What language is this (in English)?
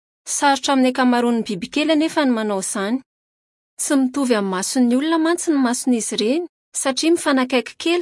Malagasy